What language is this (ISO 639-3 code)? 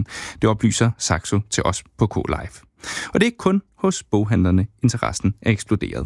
dan